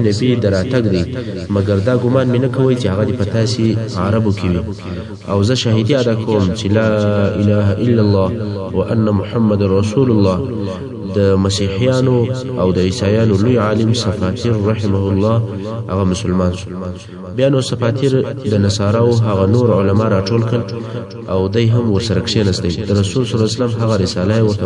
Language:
Pashto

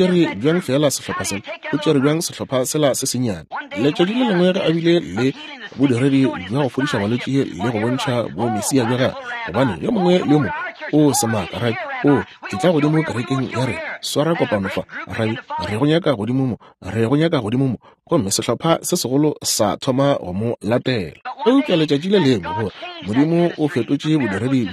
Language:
Northern Sotho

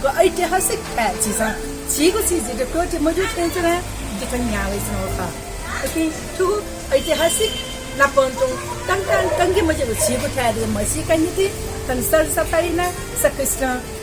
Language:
Newari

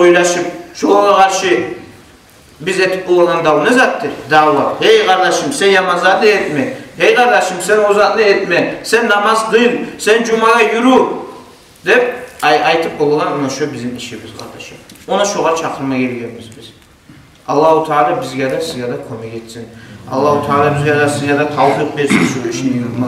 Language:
Kumyk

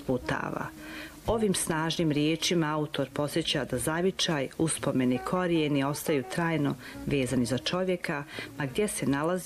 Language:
Bosnian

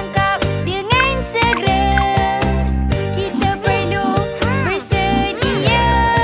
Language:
Malay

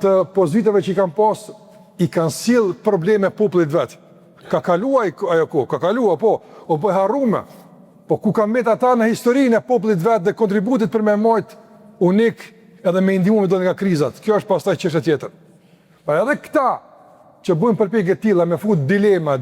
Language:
Albanian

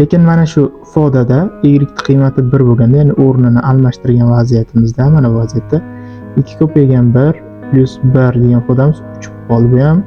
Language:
Uzbek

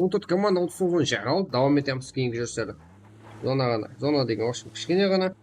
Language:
Kara-Kalpak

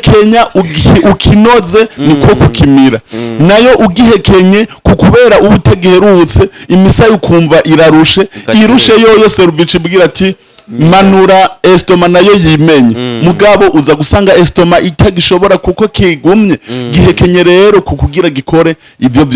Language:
Rundi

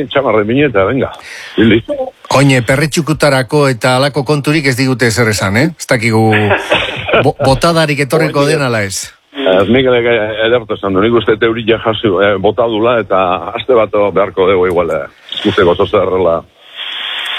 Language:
Basque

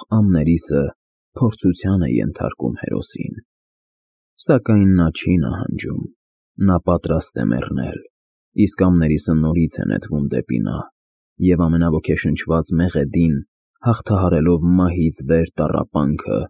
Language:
Armenian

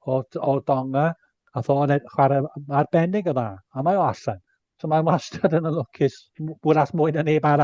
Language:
Welsh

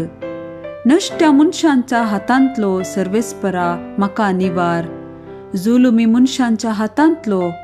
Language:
Konkani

